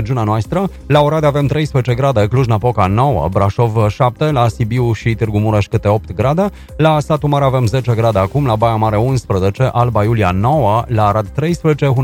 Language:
Romanian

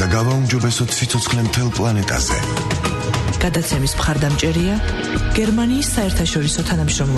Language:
Georgian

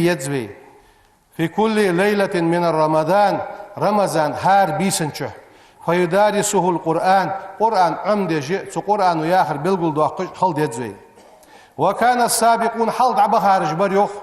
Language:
Ingush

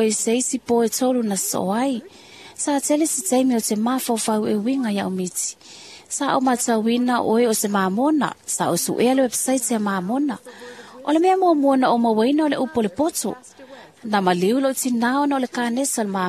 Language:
Samoan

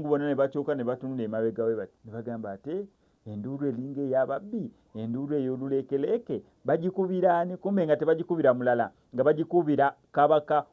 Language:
Ganda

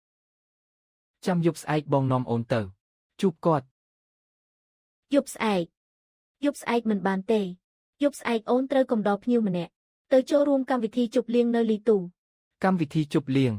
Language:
Khmer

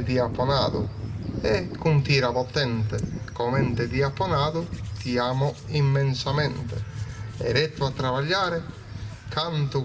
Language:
Sardinian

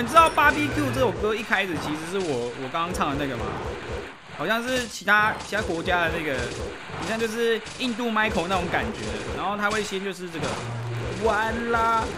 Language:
Chinese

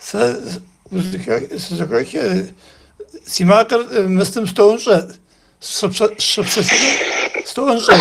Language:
Kabardian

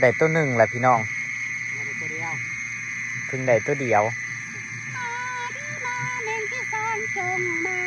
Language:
Northeastern Thai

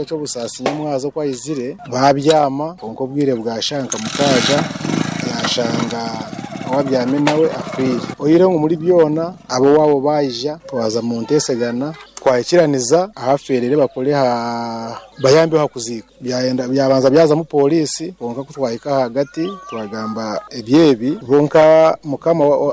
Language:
Nyoro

